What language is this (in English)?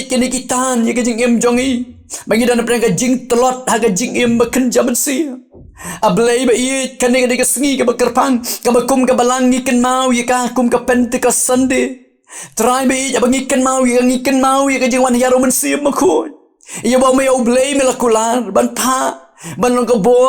Khasi